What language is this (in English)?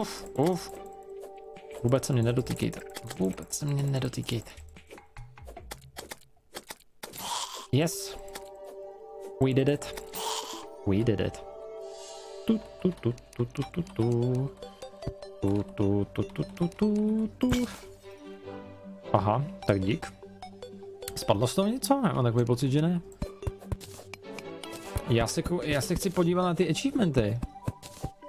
Czech